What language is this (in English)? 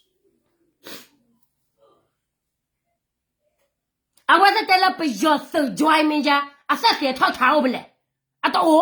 S'gaw Karen